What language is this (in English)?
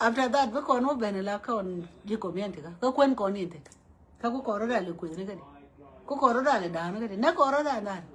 Nuer